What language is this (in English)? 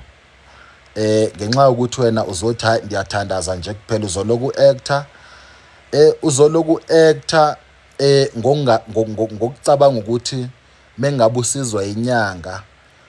Zulu